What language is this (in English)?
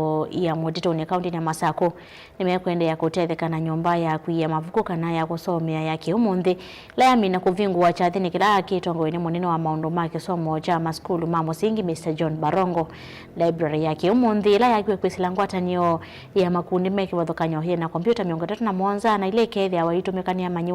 Kamba